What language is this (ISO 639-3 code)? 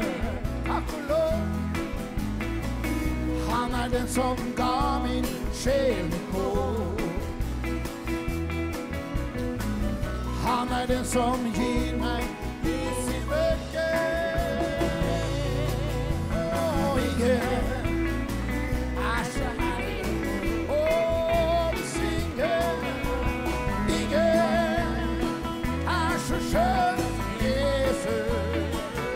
nor